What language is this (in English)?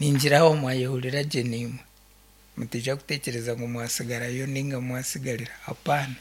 Nyankole